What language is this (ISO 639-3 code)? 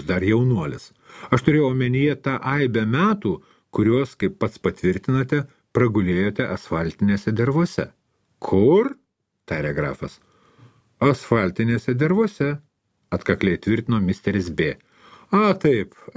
lit